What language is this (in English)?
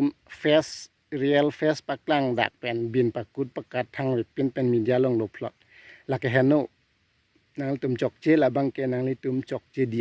Karbi